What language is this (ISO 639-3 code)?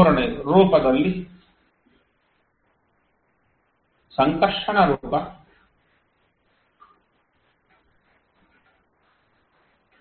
kan